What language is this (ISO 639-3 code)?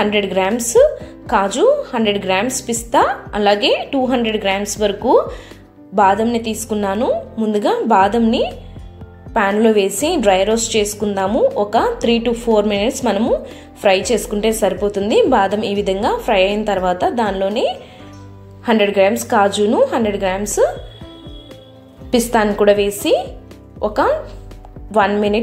tel